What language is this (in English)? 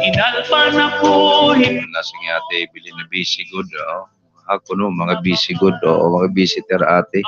Waray